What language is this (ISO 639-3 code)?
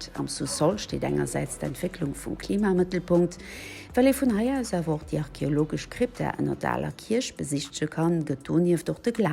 ltz